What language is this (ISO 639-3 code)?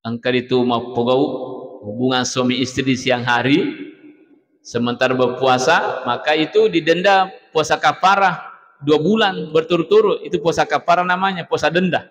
bug